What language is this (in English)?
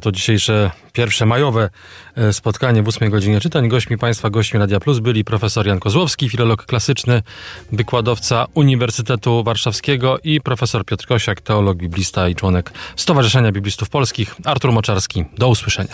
Polish